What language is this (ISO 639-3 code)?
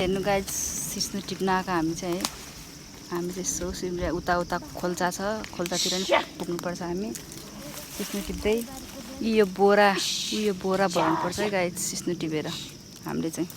nep